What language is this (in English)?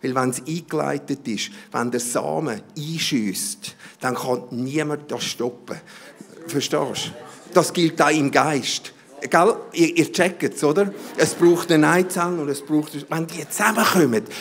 Swiss German